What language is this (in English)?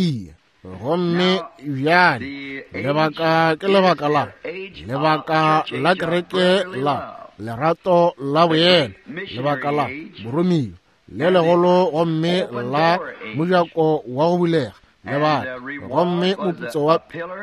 Northern Sotho